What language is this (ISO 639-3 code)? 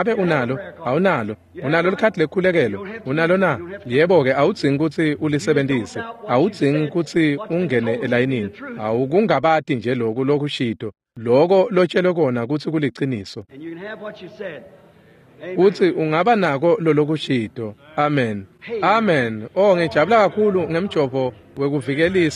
ssw